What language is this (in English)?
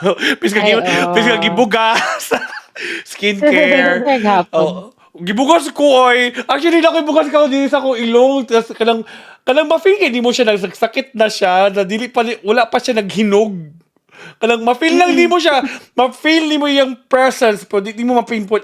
Cebuano